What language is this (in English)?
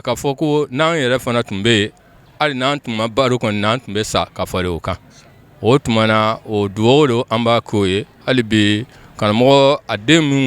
Bambara